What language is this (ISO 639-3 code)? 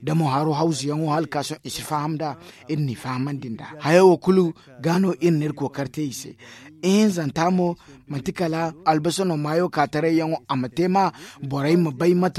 dje